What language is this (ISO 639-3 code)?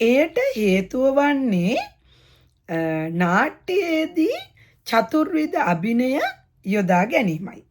sin